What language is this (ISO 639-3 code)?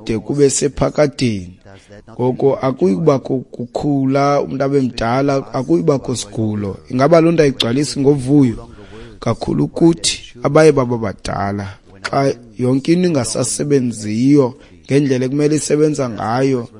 xho